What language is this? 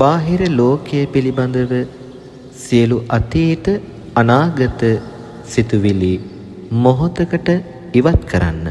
Sinhala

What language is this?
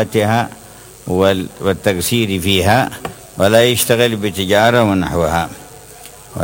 Arabic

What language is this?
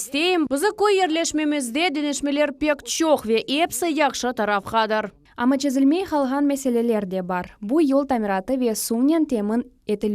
Crimean Tatar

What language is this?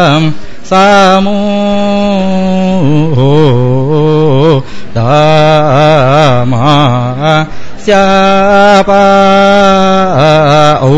Kannada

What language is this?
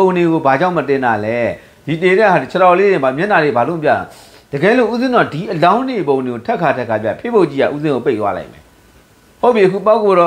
Burmese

